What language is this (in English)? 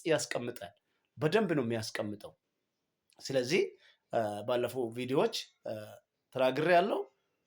Amharic